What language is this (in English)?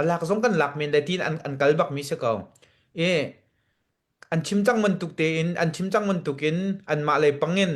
Hakha Chin